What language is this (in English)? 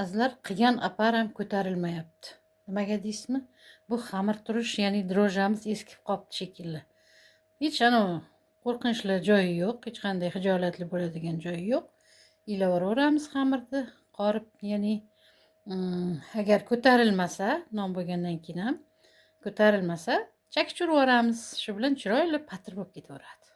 Uzbek